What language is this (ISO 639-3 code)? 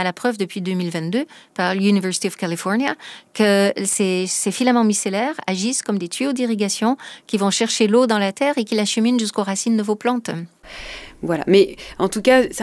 fra